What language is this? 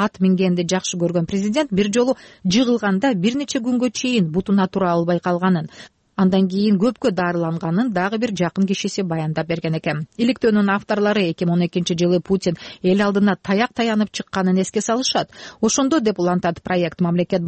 Kyrgyz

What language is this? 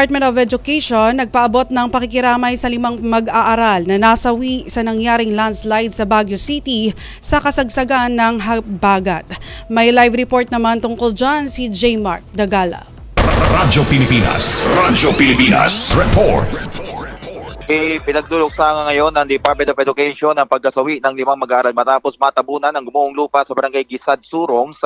Filipino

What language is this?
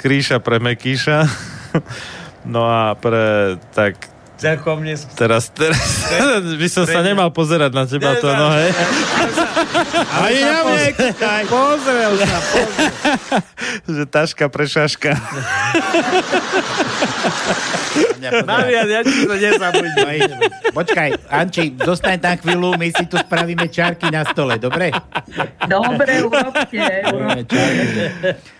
Slovak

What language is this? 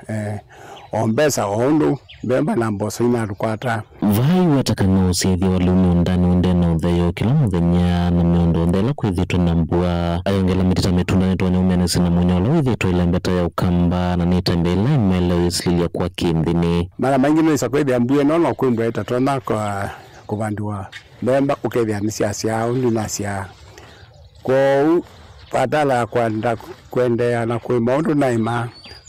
Kamba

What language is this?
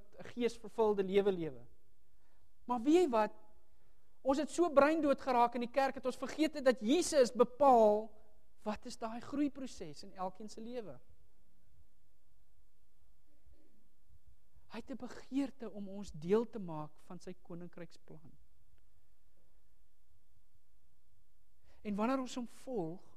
Afrikaans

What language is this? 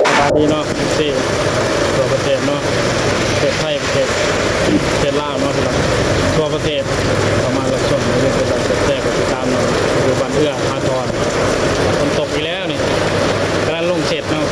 Lao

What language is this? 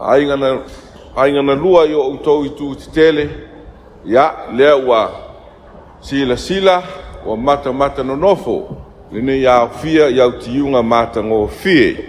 Samoan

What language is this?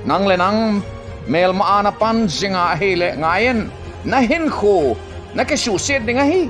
Thado Chin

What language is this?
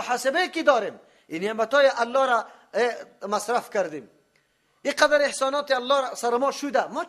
Persian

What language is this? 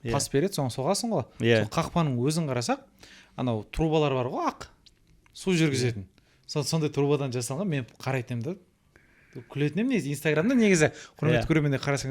Kazakh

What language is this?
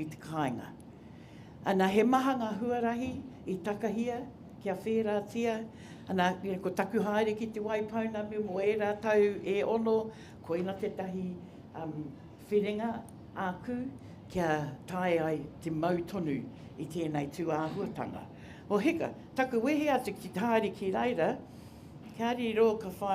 Māori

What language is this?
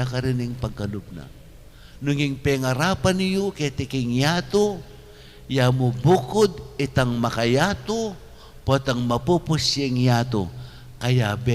Pampanga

